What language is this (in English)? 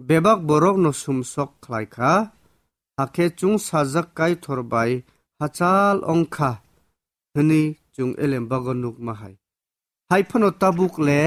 Kok Borok